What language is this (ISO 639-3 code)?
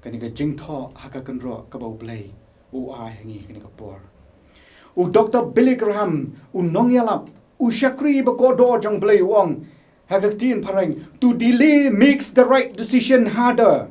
kha